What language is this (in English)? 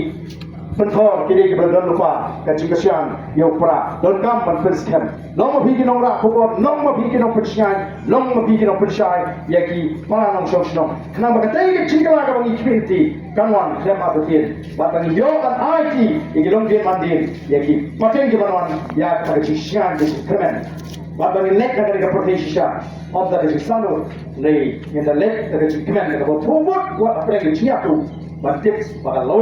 Khasi